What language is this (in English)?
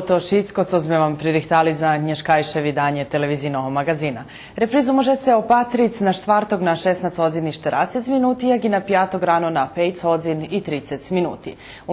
Rusyn